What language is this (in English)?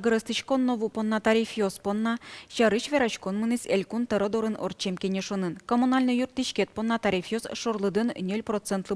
Udmurt